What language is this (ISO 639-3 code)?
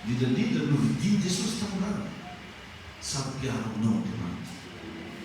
mlg